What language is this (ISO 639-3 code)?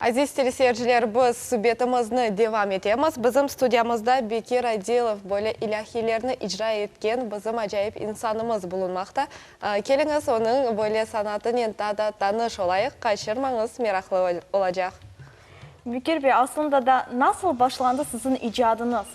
crh